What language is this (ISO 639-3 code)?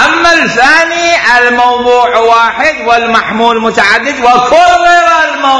acm